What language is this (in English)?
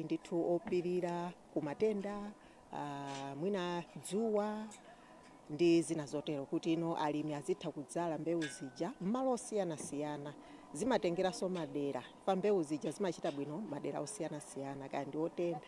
Nyanja